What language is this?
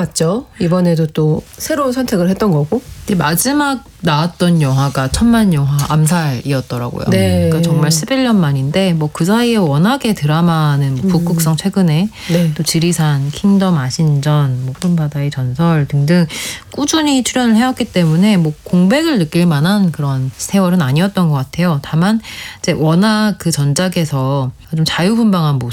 Korean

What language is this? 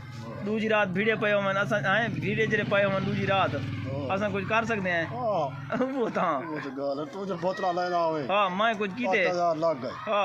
Saraiki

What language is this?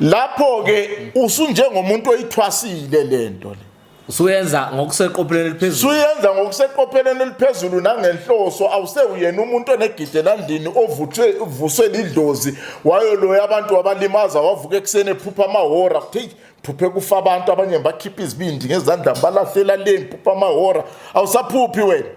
Zulu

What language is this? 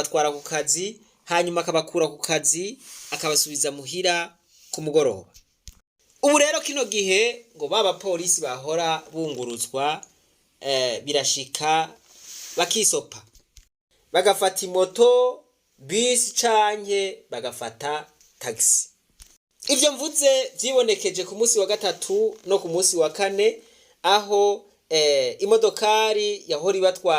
Rundi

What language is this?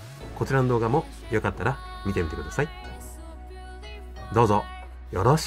Japanese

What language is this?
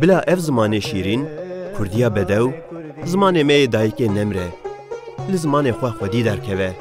Kurdish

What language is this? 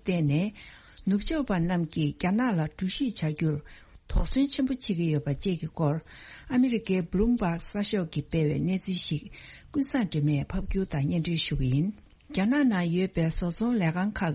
Tibetan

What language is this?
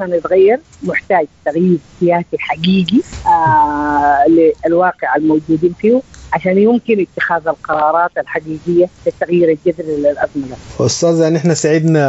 Sudanese Arabic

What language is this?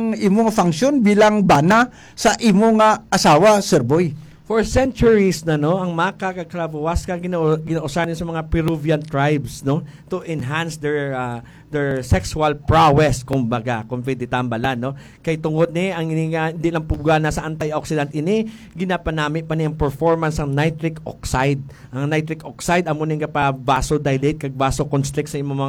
Hiligaynon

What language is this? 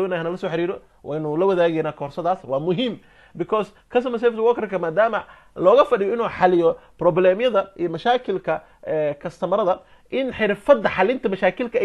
Somali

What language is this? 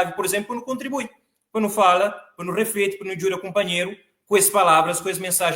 Kabuverdianu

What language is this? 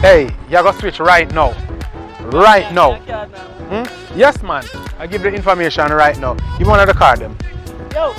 Jamaican Creole English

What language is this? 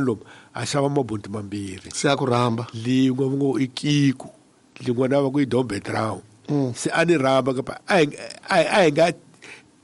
Tsonga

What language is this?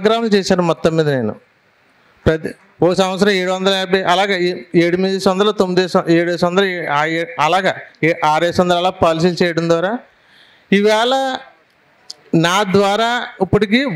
Telugu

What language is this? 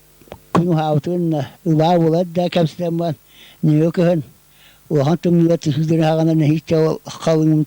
Yakut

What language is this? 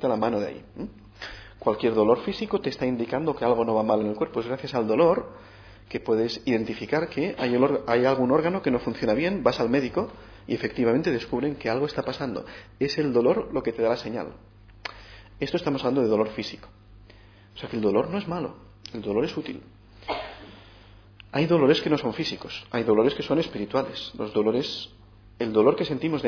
Spanish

